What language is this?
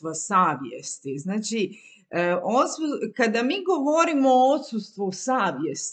Croatian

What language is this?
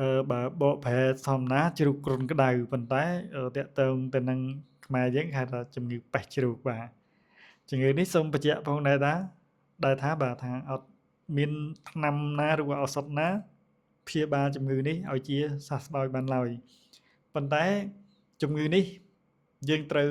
Khmer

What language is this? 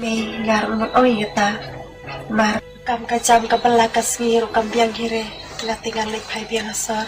Khasi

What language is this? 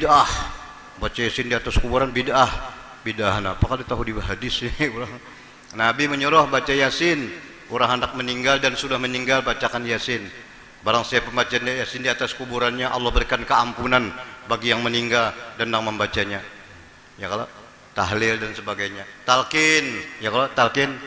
Banjar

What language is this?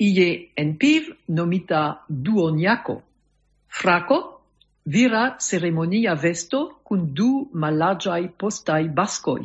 Esperanto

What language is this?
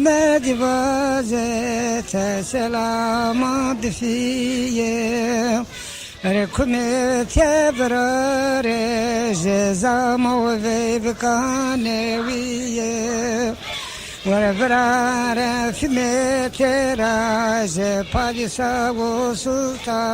Zaza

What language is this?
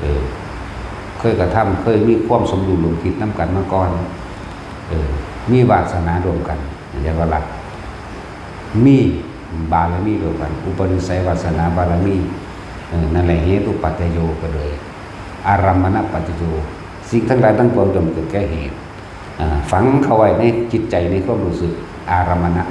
Northeastern Thai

